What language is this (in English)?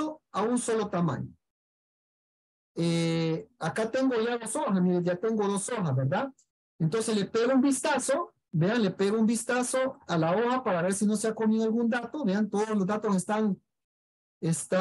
Spanish